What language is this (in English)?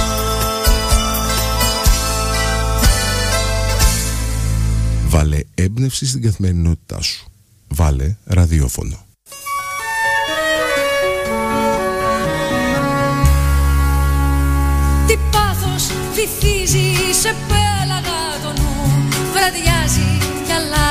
Greek